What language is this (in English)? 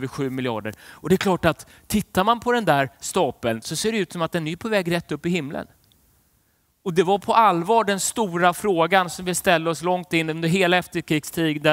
Swedish